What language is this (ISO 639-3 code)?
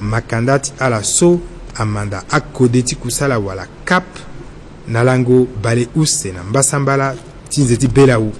sag